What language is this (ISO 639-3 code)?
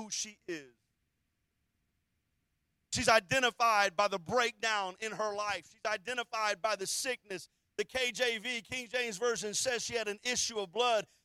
eng